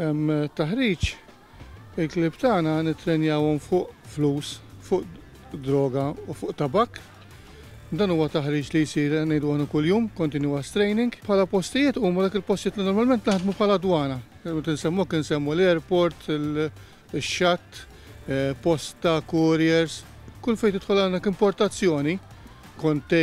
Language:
Maltese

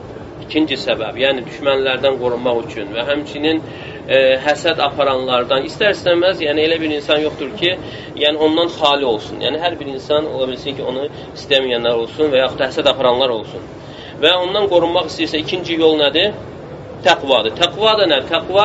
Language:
Azerbaijani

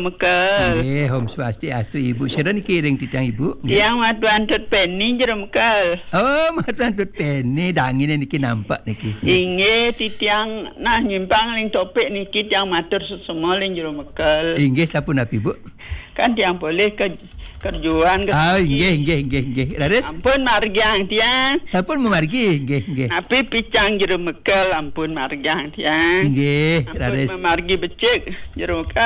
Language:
Balinese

